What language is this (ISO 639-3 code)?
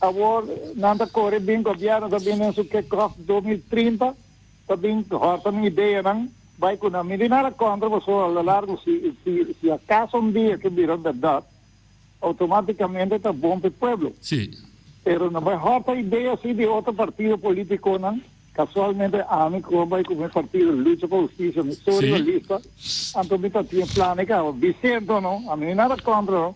pap